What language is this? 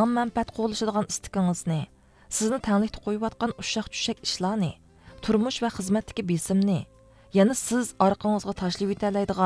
Uyghur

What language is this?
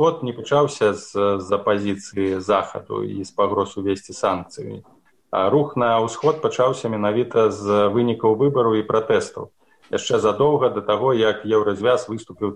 Belarusian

